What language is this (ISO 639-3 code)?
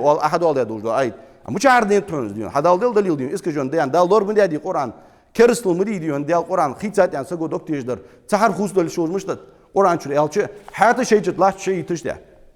inh